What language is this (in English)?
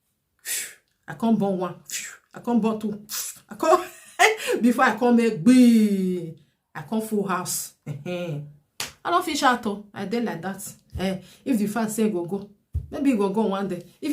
Nigerian Pidgin